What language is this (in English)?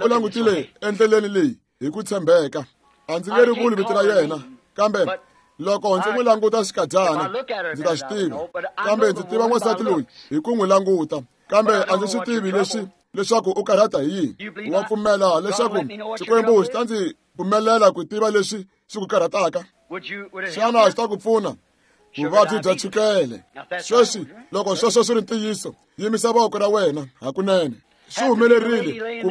Tsonga